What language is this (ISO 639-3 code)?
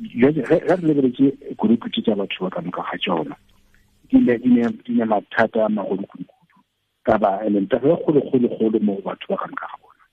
tsn